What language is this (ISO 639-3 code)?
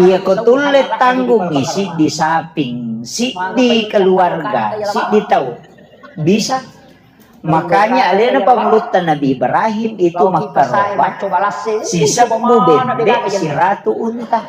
bug